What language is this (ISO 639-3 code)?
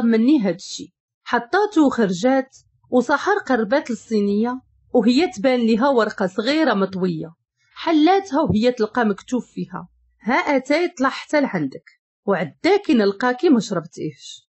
ary